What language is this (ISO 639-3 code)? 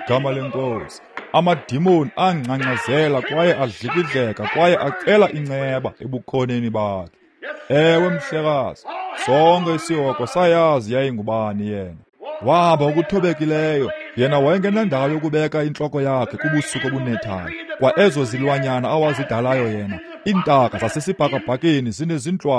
xho